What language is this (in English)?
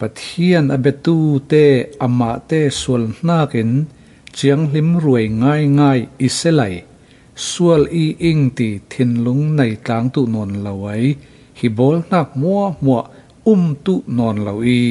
Falam Chin